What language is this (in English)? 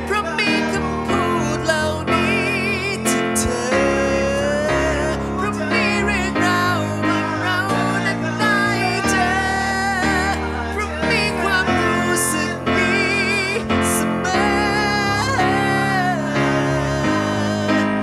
Thai